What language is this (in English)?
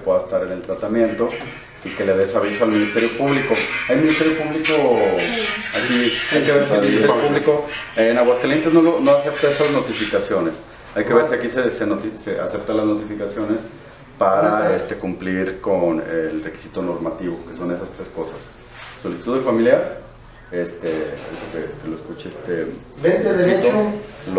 Spanish